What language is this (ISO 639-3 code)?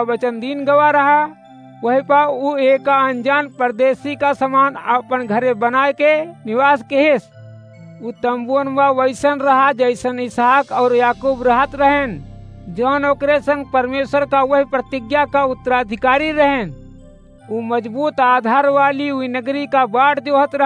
awa